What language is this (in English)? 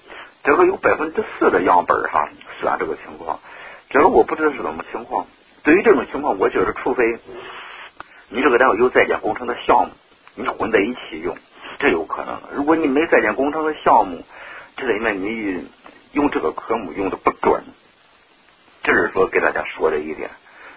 Chinese